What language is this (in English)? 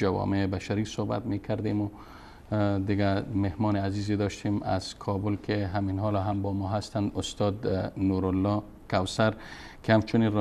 Persian